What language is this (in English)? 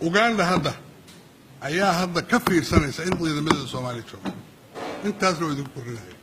Somali